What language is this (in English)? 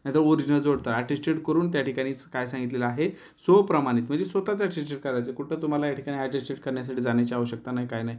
Marathi